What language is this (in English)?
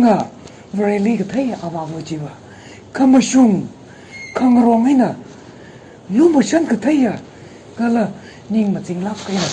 Tangkhul Naga (India)